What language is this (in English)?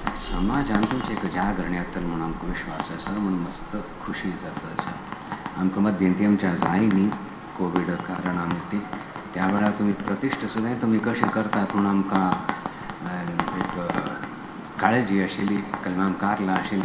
Konkani